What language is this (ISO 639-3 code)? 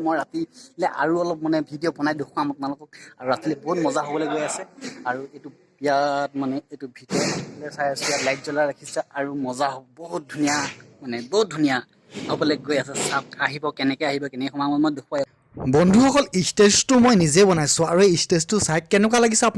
asm